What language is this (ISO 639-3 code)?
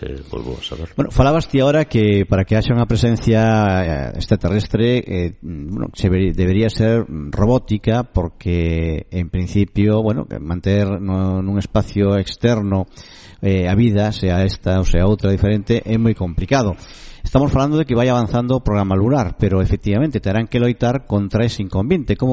glg